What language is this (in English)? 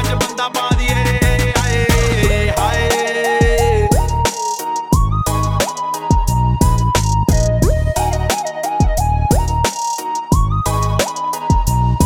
Punjabi